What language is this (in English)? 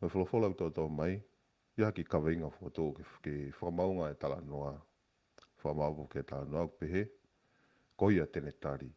Tongan